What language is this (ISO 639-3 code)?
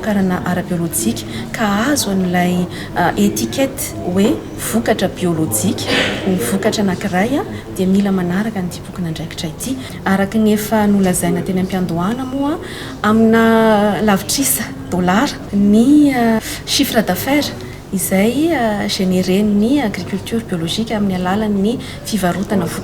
mlg